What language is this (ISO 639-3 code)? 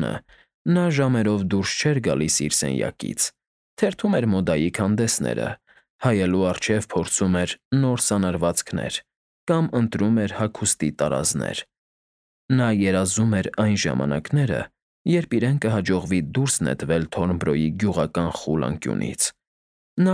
hye